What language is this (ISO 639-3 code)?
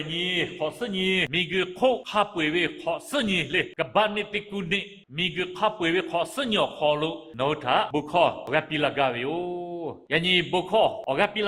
lhu